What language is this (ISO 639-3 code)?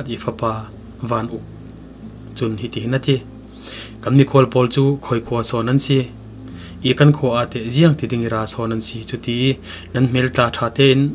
cfm